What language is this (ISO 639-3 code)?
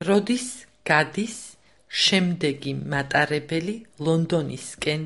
sqi